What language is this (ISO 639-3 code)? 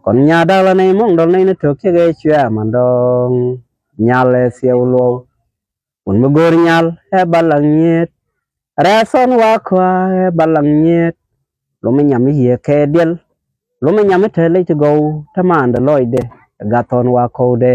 nus